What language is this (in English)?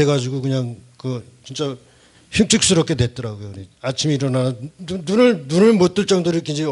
Korean